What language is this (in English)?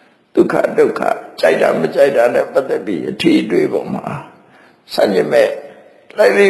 Burmese